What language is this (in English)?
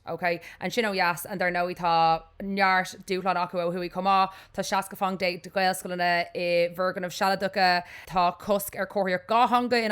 Irish